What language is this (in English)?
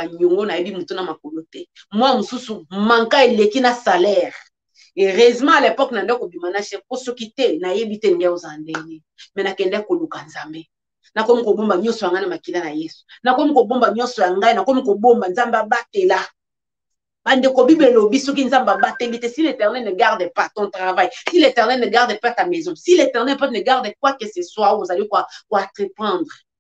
Lingala